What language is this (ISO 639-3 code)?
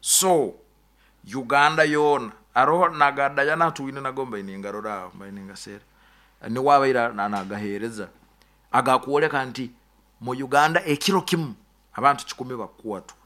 nyo